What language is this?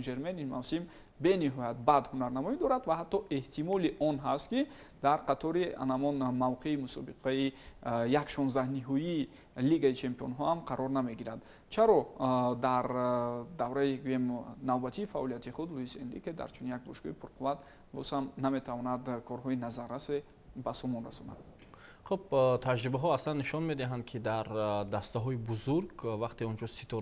Tajik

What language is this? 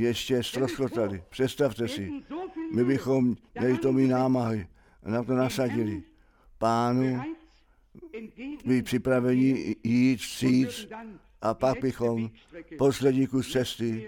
Czech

